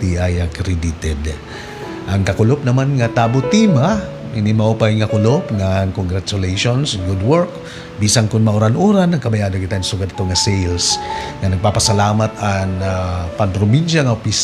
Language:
Waray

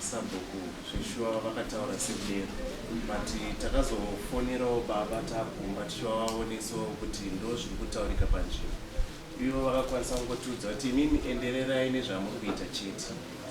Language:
Shona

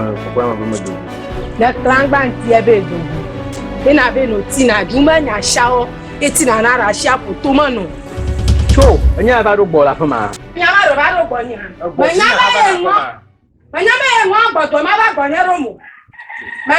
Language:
Ewe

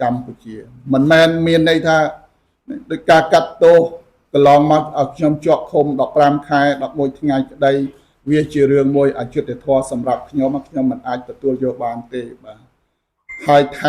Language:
Khmer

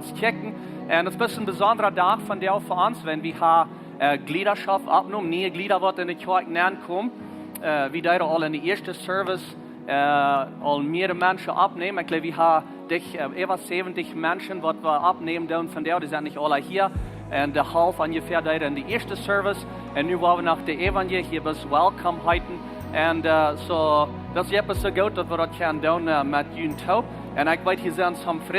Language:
Plautdietsch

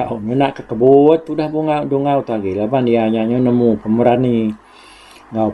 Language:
Iban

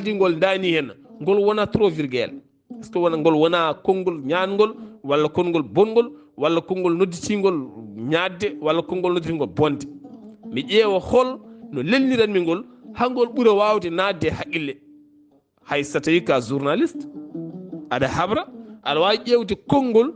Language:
Fula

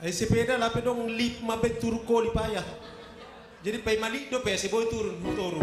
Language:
Batak Simalungun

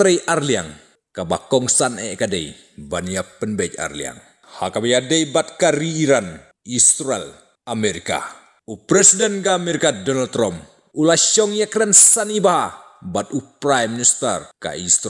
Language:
Khasi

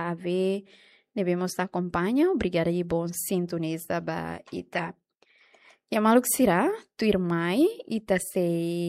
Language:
Tetum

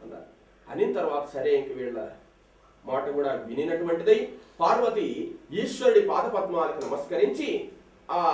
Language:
Telugu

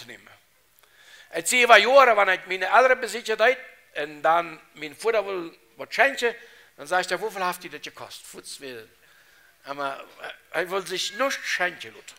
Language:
Plautdietsch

